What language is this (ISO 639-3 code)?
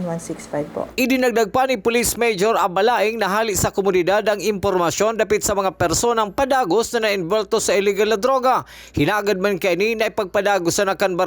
bik